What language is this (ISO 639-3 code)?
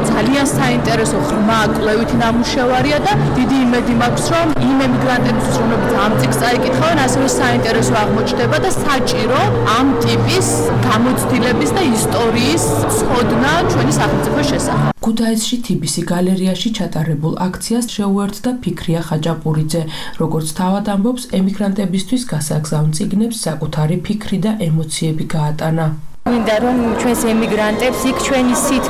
kat